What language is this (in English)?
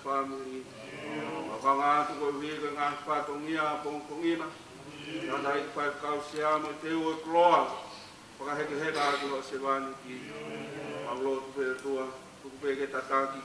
Tongan